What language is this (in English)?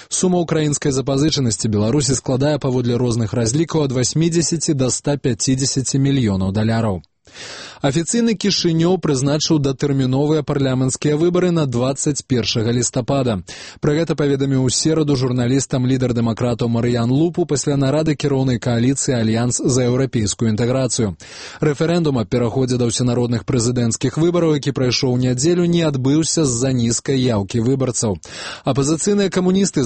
Belarusian